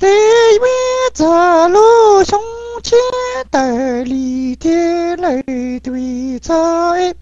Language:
Hmong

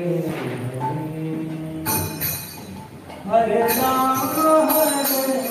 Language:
Odia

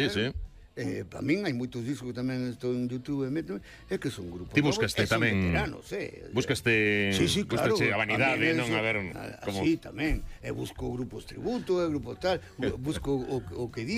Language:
Galician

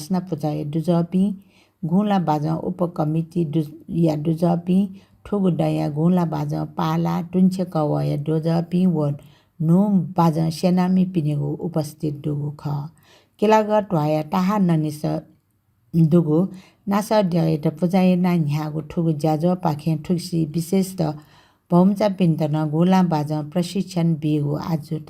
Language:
Newari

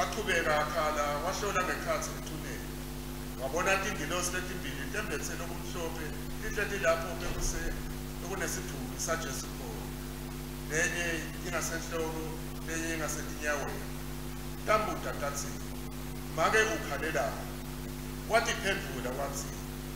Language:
Swati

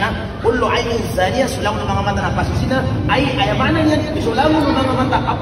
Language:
Maranao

